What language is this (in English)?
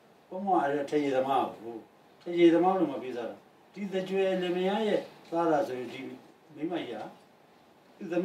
Burmese